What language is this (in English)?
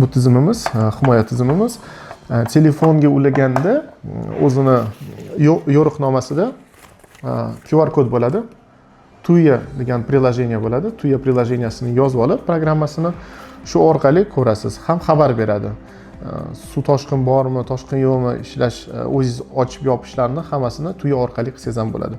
Uzbek